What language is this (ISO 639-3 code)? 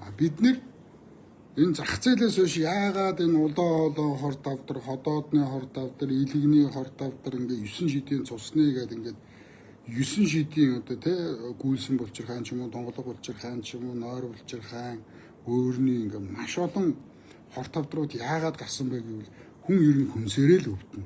mon